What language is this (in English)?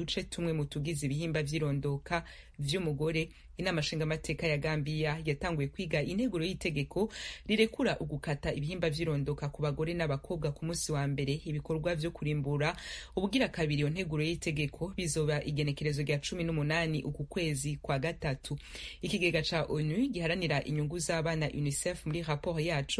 Rundi